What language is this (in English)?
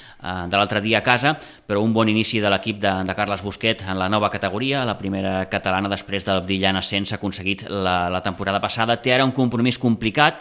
Catalan